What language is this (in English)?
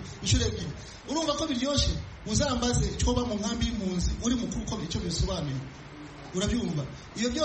Kinyarwanda